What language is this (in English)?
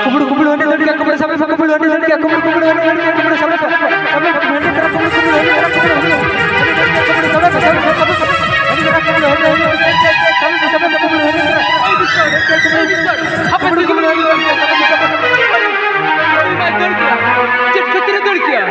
Santali